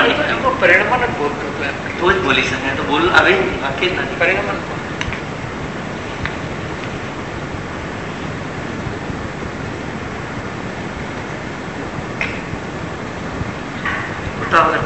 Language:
Gujarati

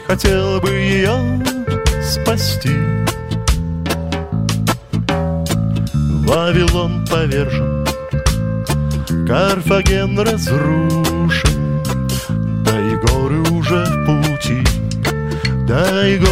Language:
Russian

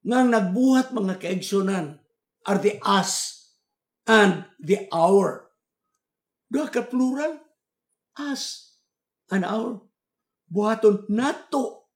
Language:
Cebuano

